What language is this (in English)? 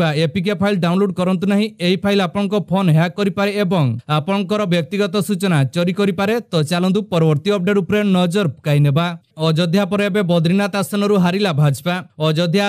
Odia